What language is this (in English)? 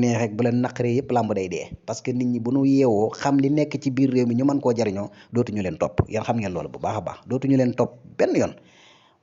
Wolof